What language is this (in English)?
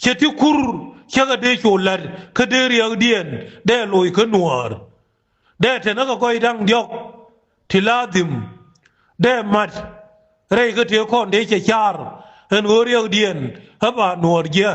Nuer